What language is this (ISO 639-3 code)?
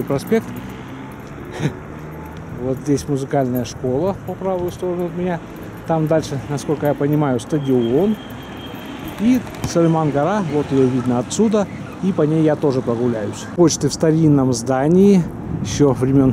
rus